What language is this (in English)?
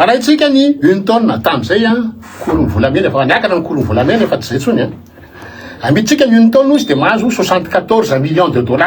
Malagasy